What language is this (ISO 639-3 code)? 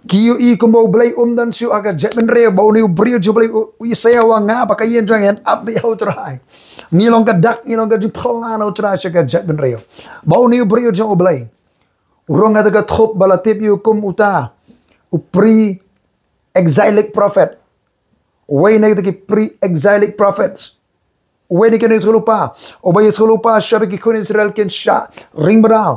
kha